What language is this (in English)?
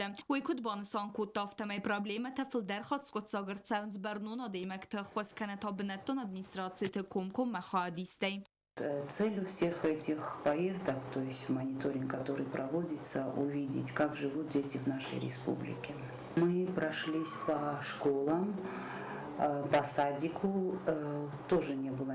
Ossetic